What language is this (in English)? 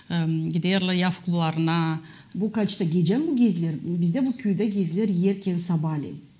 Gagauz